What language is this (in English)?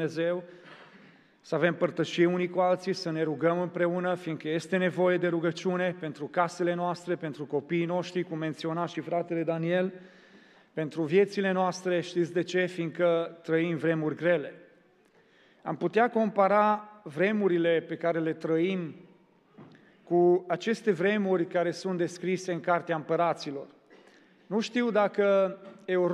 Romanian